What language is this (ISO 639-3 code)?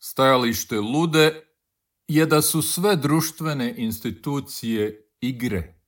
hrv